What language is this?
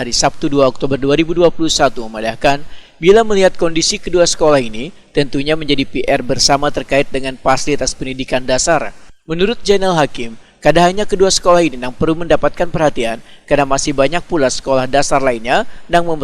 Banjar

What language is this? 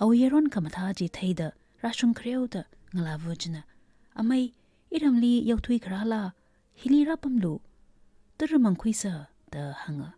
Tangkhul Naga (India)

